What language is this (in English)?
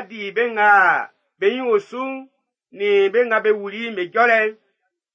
Baoulé